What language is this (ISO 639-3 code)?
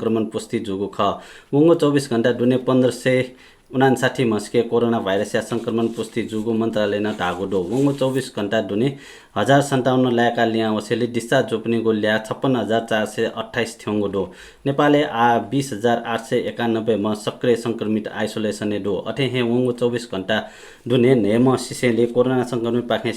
new